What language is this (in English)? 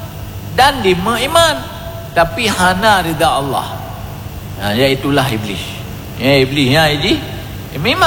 Achinese